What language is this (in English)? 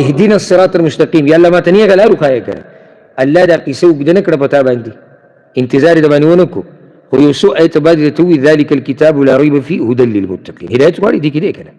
Pashto